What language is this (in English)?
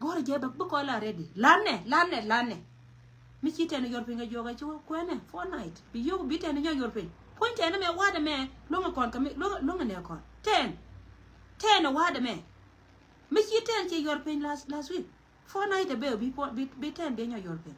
Nuer